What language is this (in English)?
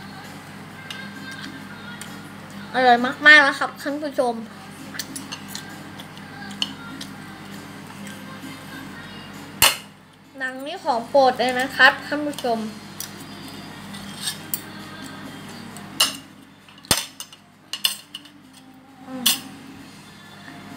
Thai